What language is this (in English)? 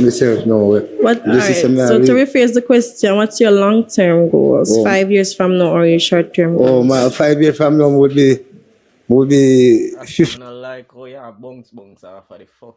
Jamaican Creole English